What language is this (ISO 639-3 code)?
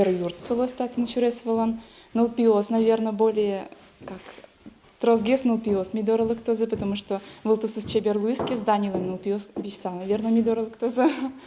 udm